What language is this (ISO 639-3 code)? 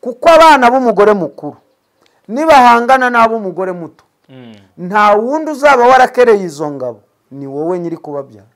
kin